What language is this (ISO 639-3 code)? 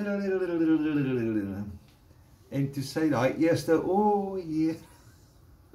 afr